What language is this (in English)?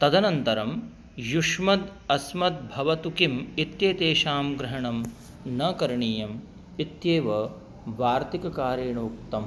Sanskrit